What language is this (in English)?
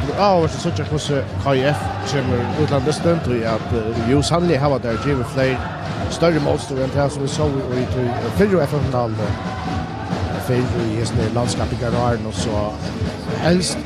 Faroese